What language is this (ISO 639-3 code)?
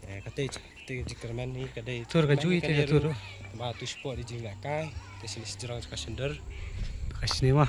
kha